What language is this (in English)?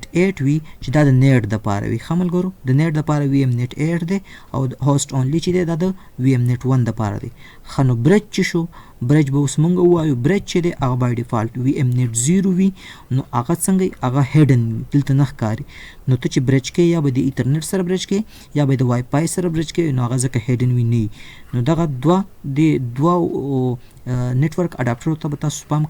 Pashto